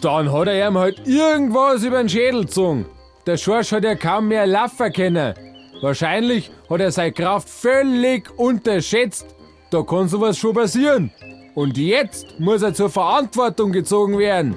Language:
Bavarian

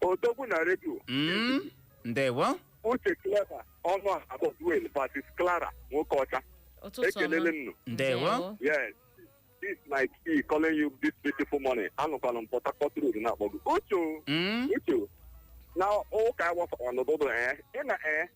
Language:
Igbo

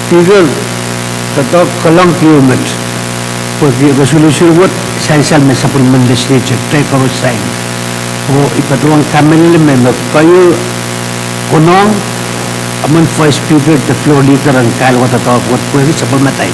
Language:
Pohnpeian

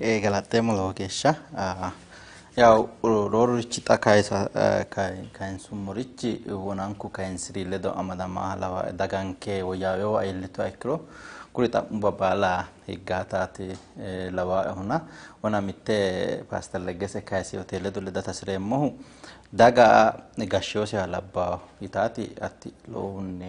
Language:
Sidamo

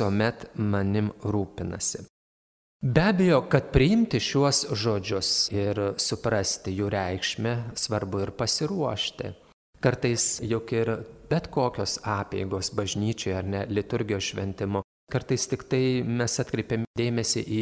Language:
Lithuanian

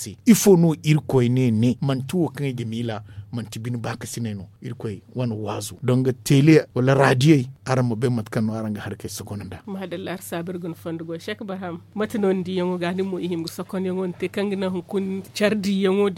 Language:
Zarma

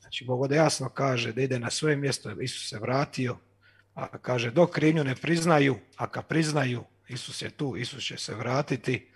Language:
Croatian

